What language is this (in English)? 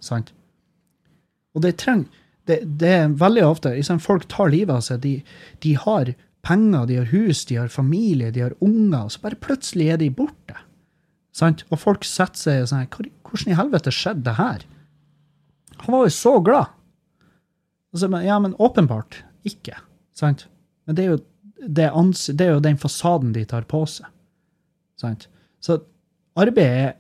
Norwegian